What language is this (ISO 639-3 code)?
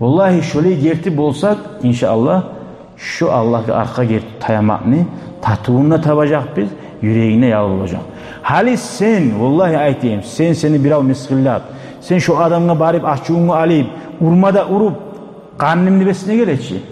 kum